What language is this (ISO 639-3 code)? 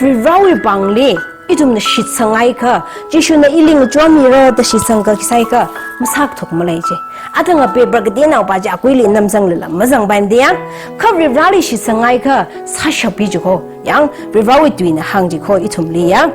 nmf